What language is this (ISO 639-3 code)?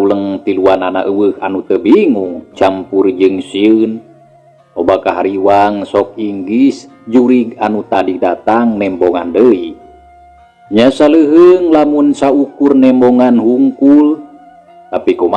sun